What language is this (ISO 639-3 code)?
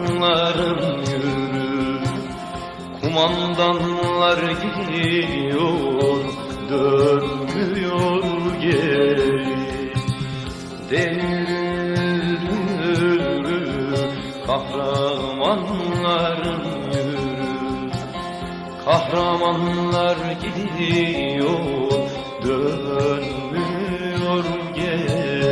tur